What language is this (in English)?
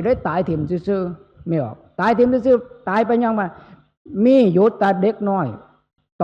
Northeastern Thai